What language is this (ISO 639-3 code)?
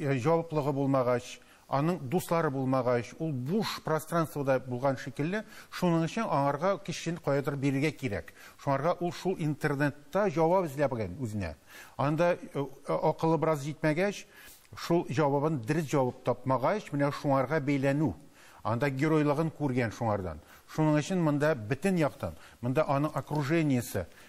tat